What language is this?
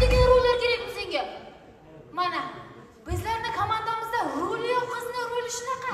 Kara-Kalpak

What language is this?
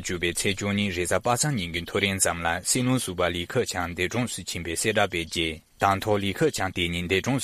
Tibetan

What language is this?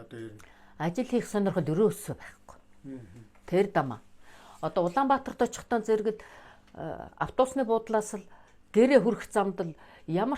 Mongolian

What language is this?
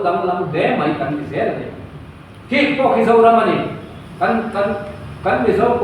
Mizo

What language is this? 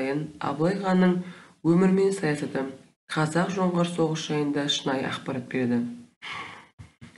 Kazakh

